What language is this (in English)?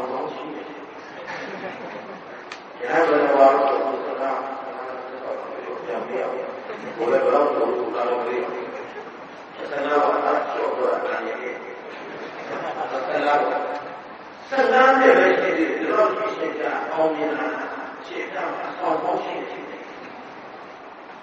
Burmese